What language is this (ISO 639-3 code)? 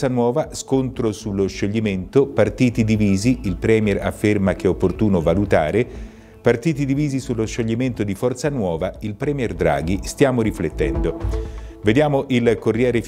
ita